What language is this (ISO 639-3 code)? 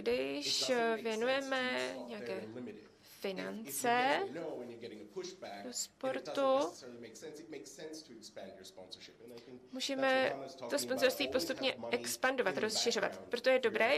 ces